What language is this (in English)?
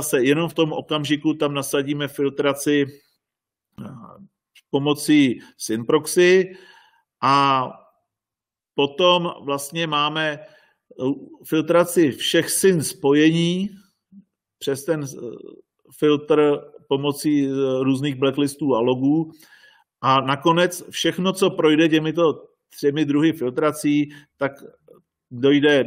Czech